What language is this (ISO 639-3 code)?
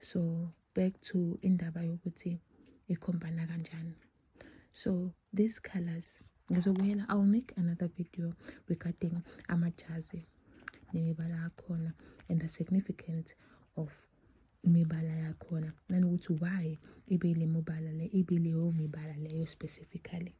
zul